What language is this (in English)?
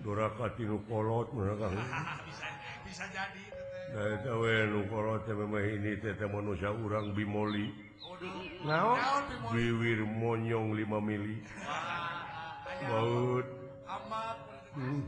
Sundanese